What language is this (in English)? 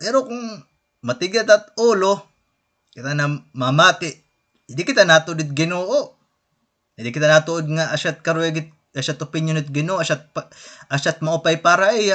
Waray